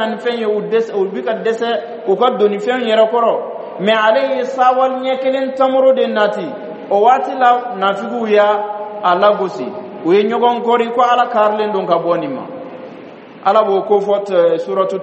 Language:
Bambara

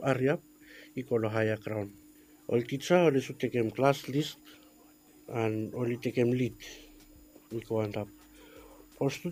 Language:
Bislama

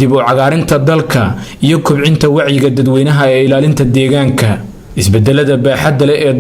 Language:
Somali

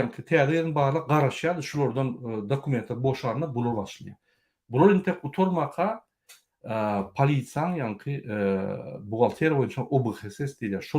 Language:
Turkmen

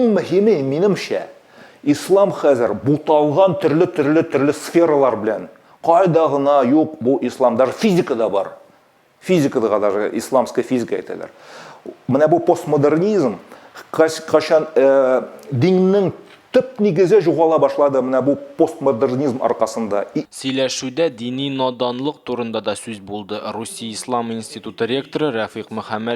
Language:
Tatar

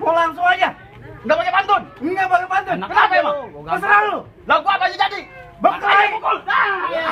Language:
Betawi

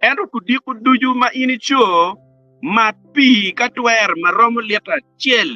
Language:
Acoli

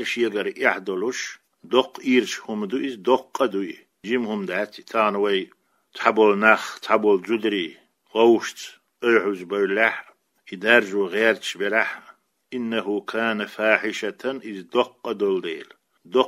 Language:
Chechen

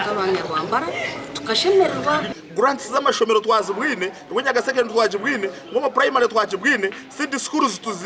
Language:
Nyankole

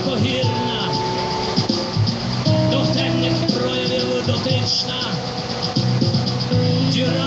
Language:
Ukrainian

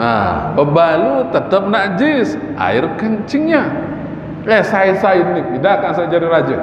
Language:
Sasak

